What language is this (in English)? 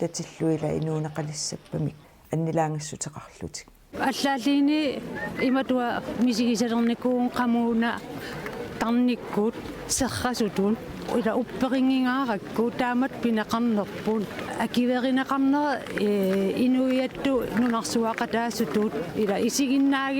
Kalaallisut